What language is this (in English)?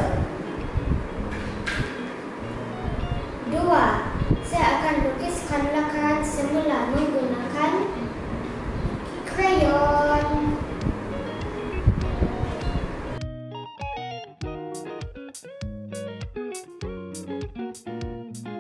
Malay